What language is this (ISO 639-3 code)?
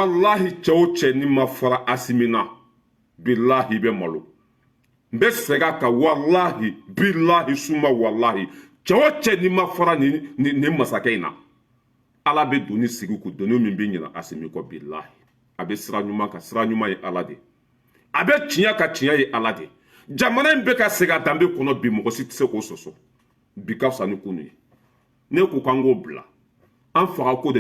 bam